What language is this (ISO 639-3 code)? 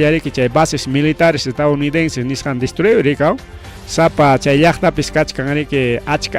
quy